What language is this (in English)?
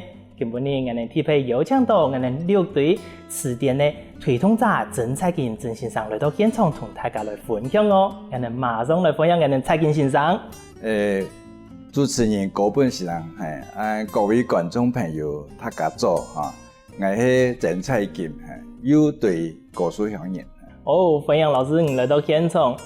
Hakka Chinese